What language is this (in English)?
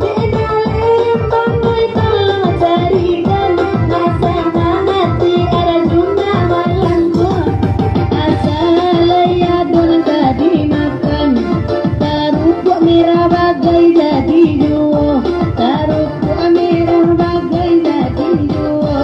Minangkabau